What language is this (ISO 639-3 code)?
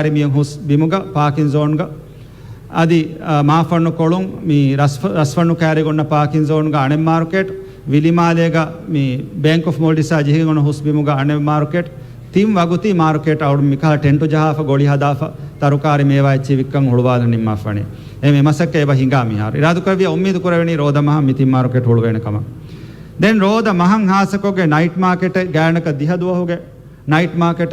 div